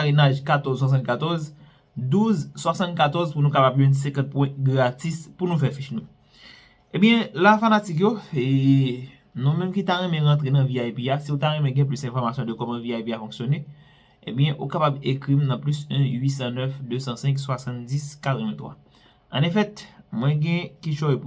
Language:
Haitian Creole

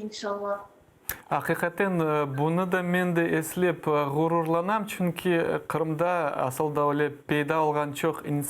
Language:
Crimean Tatar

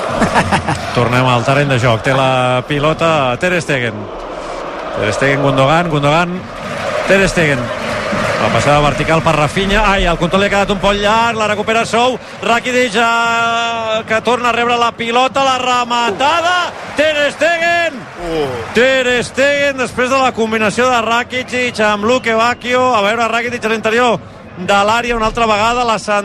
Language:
Catalan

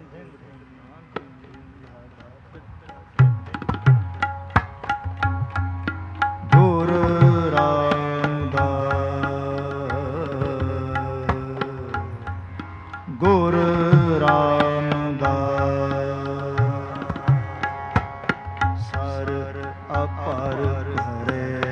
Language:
Punjabi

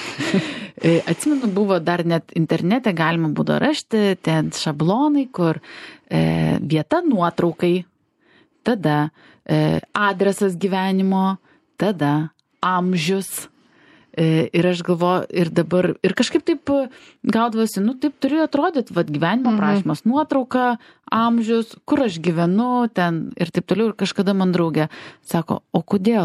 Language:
Lithuanian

